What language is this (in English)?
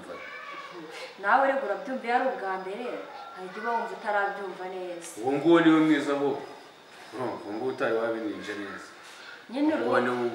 Kinyarwanda